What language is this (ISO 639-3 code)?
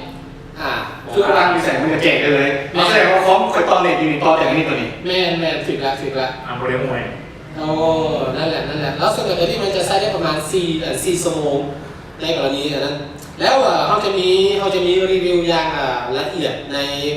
lao